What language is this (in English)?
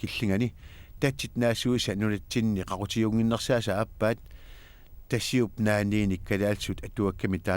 Kalaallisut